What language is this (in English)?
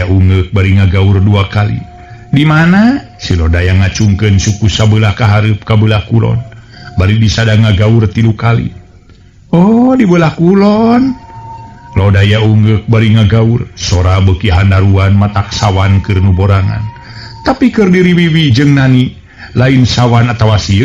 Sundanese